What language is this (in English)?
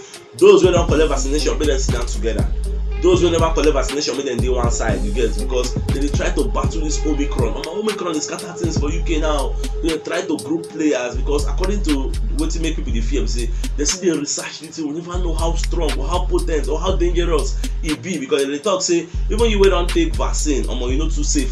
Nigerian Pidgin